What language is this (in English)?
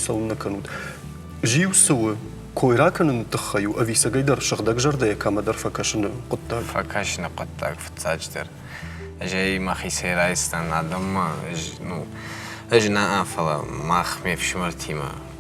Ossetic